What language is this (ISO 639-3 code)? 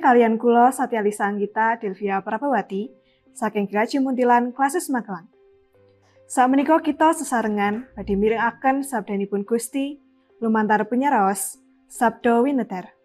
jav